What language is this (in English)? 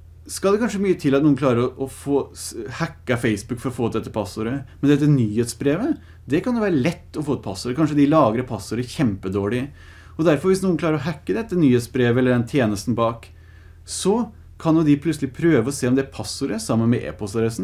Norwegian